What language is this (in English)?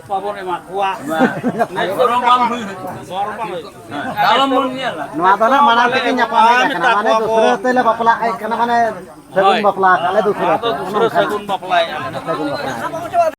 Santali